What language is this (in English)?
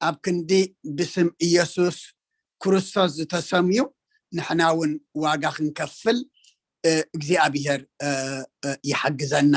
Tigrinya